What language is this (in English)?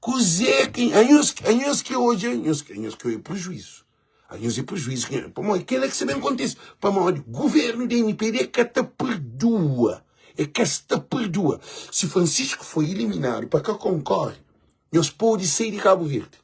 Kabuverdianu